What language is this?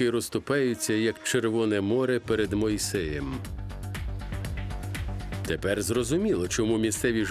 Ukrainian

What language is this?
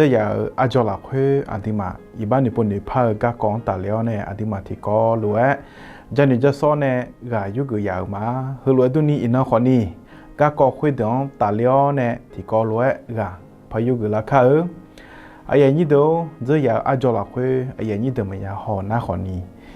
Akha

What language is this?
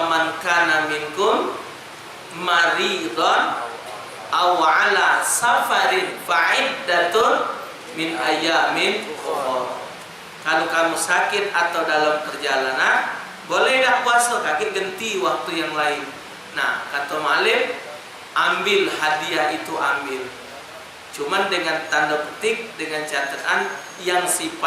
Musi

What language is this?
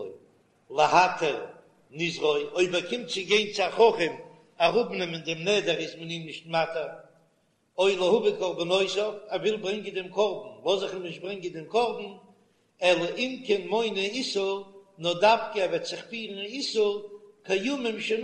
Yiddish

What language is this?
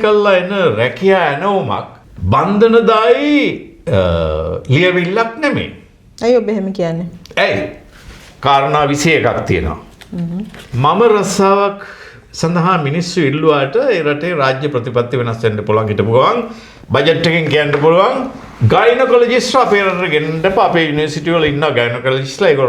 Sinhala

